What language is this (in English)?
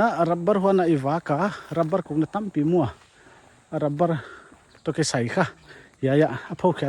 Paite Chin